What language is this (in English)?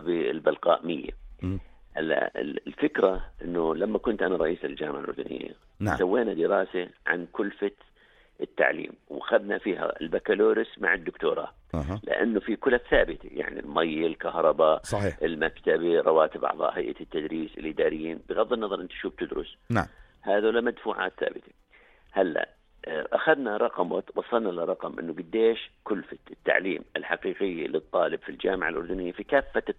North Levantine Arabic